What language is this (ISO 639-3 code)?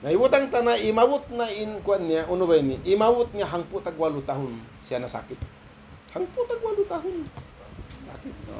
tsg